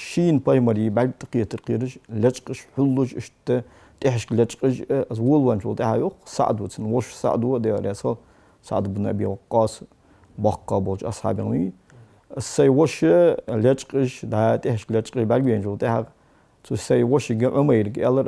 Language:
Ingush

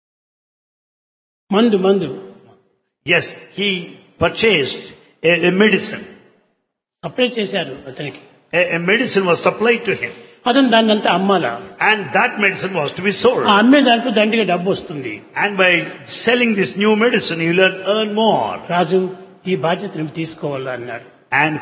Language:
Telugu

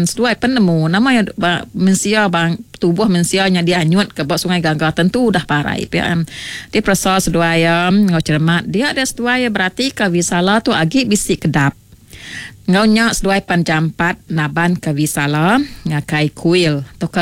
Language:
Iban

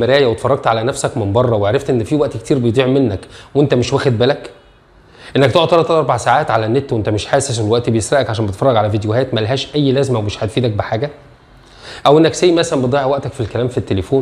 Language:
Egyptian Arabic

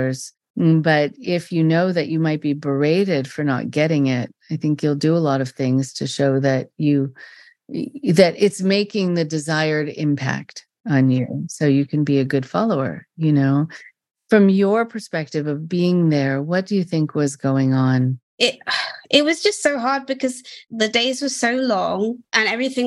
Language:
English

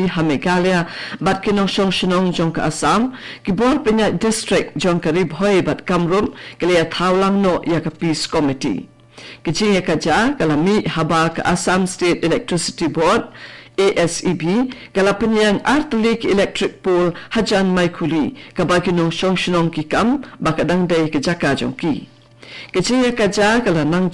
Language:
Khasi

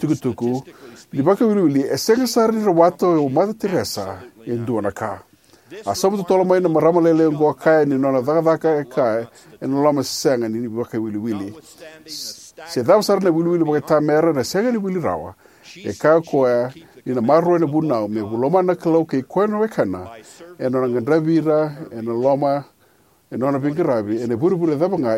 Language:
Fijian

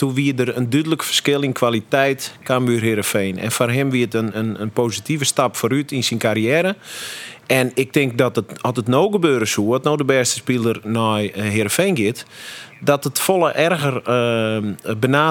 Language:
Western Frisian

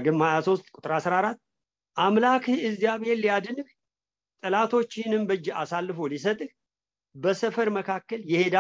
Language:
Amharic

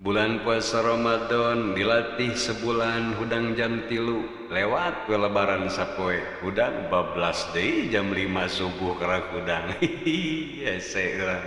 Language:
Sundanese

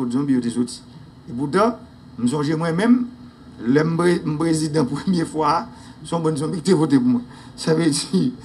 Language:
Haitian Creole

